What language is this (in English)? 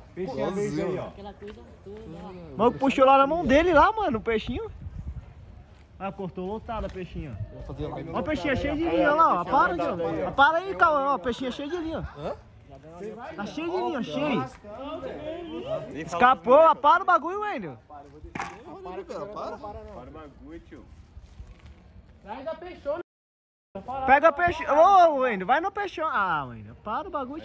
Portuguese